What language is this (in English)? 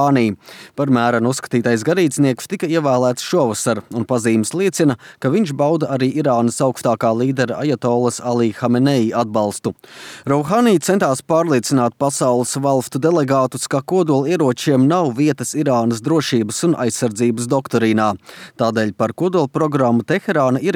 Latvian